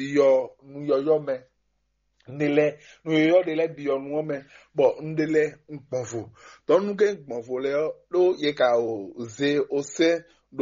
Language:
Fon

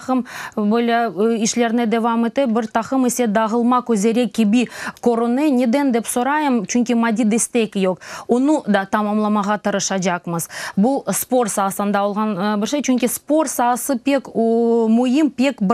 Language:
Crimean Tatar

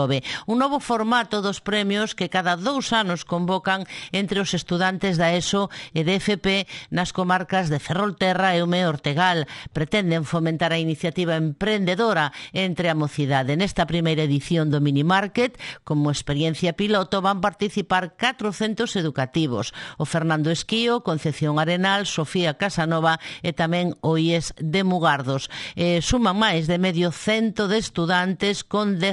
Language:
Galician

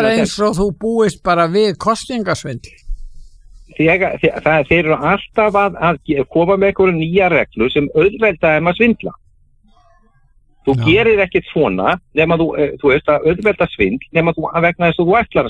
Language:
Icelandic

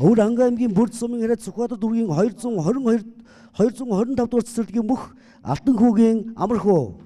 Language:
Mongolian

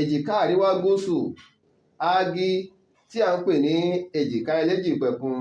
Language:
Yoruba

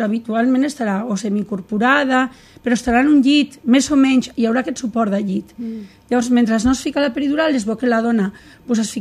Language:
Catalan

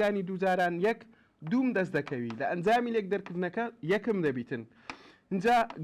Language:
Central Kurdish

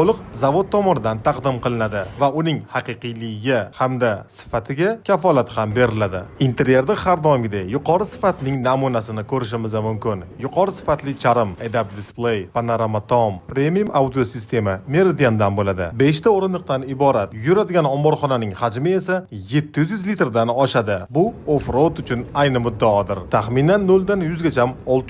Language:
Uzbek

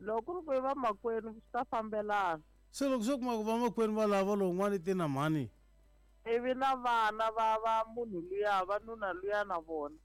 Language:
Tsonga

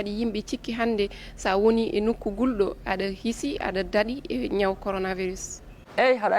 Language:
Fula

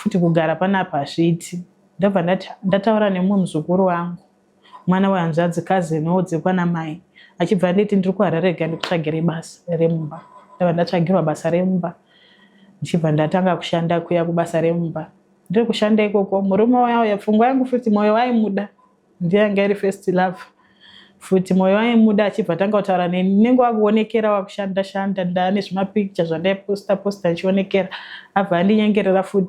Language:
Shona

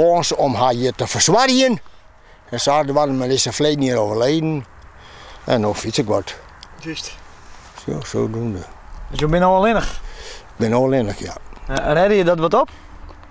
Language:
Western Frisian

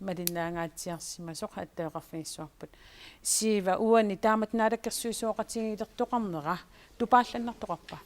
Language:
Kalaallisut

